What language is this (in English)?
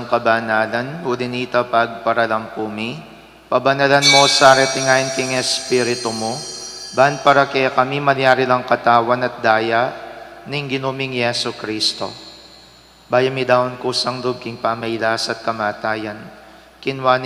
Pampanga